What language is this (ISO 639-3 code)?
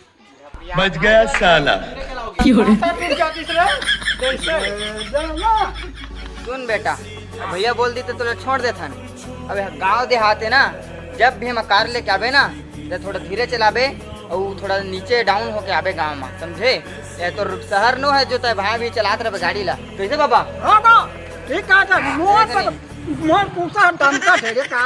hne